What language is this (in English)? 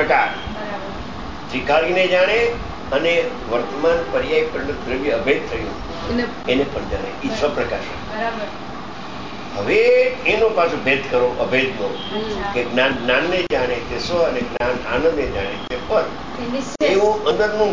Gujarati